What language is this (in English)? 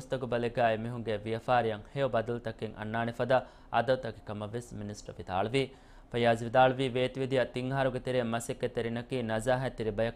Divehi